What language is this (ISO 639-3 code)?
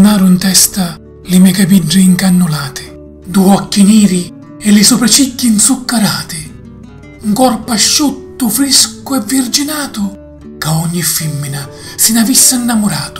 scn